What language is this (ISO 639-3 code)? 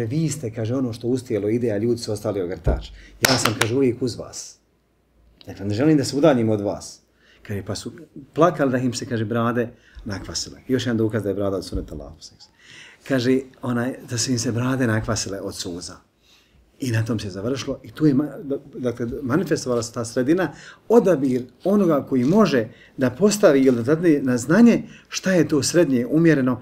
bos